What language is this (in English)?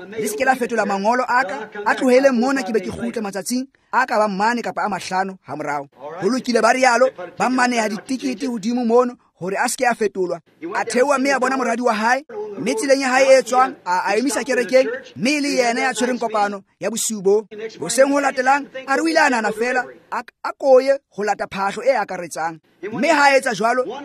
Tswana